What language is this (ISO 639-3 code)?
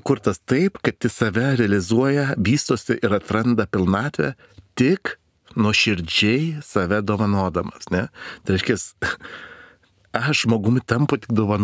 lit